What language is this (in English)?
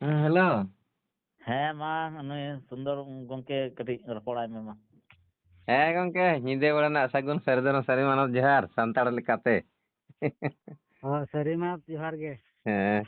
Santali